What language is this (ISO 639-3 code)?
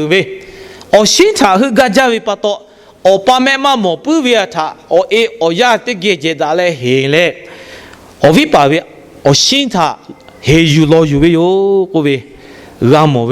lhu